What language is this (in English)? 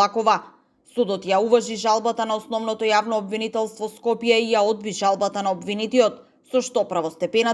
Macedonian